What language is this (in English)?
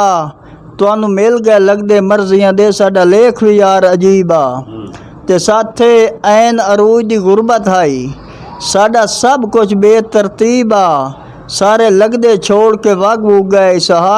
Western Panjabi